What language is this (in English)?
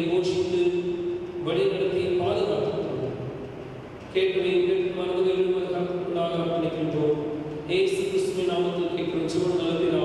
Tamil